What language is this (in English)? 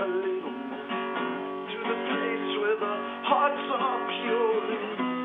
English